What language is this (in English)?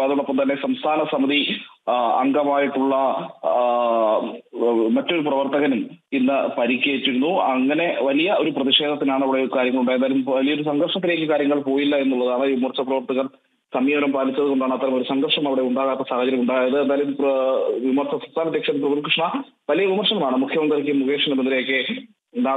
Malayalam